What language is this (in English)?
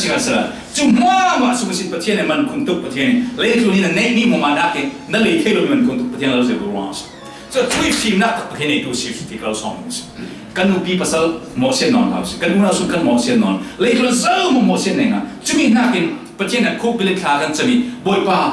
Falam Chin